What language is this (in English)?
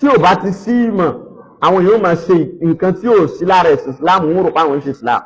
Yoruba